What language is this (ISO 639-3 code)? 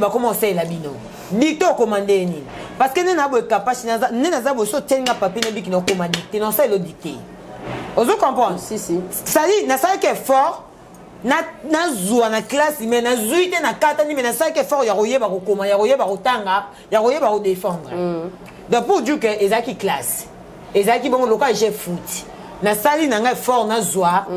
lin